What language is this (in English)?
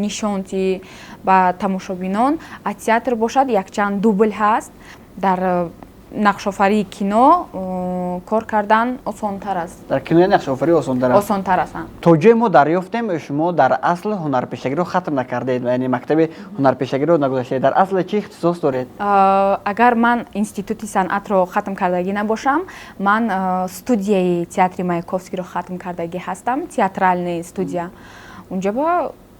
Tajik